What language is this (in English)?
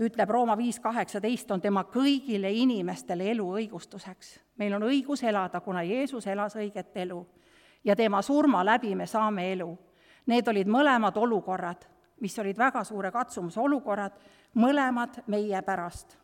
Estonian